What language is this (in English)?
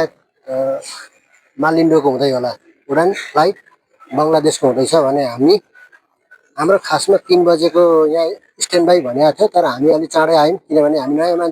Nepali